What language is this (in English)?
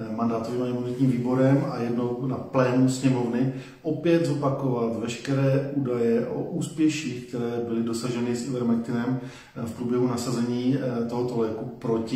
Czech